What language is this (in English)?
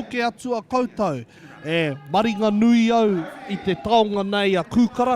Māori